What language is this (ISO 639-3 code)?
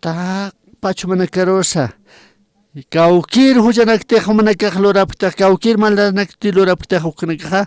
aym